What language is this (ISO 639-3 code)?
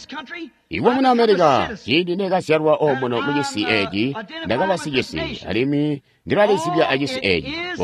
toi